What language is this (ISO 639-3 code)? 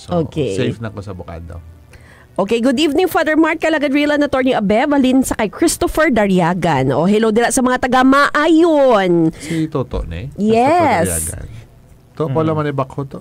hil